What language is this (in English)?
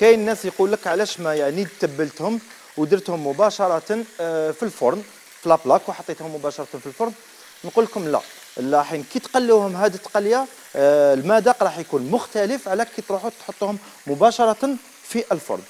Algerian Arabic